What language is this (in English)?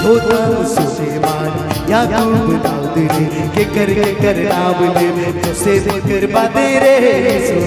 Sadri